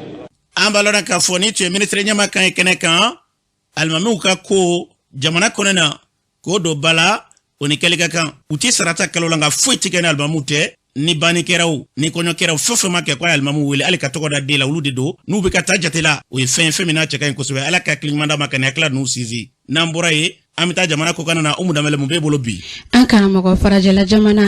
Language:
Bambara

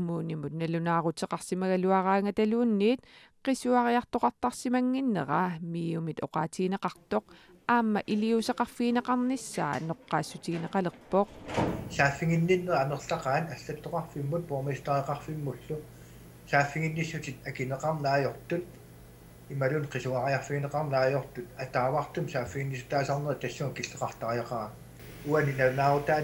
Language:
Kalaallisut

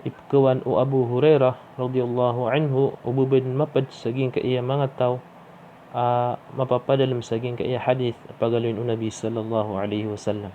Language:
Maranao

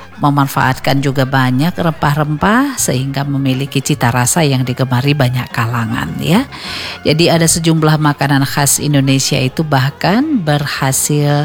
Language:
Indonesian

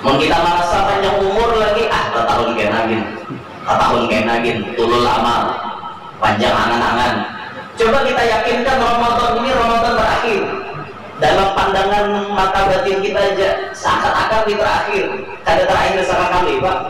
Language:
Banjar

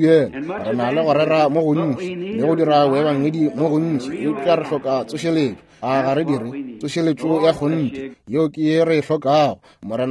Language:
Northern Sotho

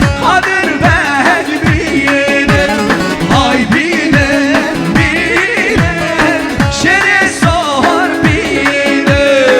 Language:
Kurdish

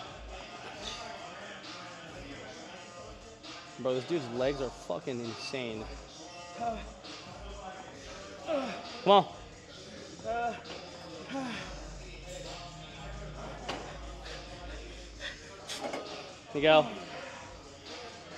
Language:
English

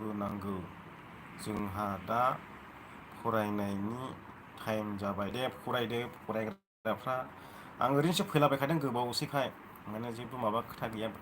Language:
Bodo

